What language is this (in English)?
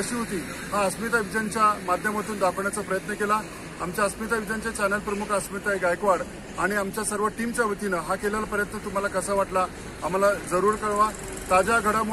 Marathi